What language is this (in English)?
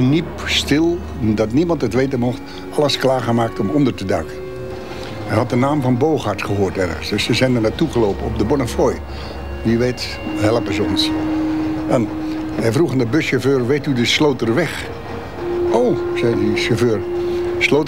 Dutch